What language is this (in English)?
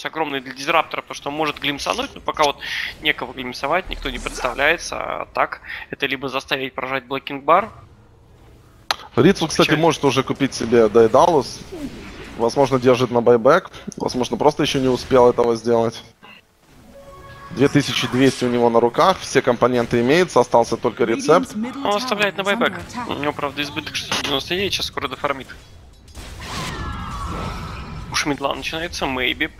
Russian